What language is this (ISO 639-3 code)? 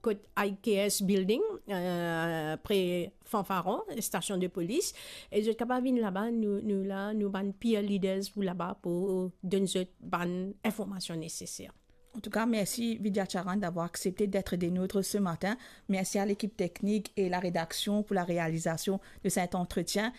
mfe